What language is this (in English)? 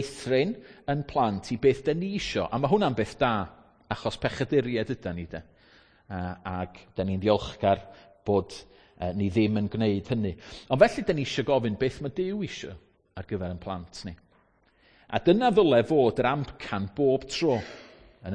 Welsh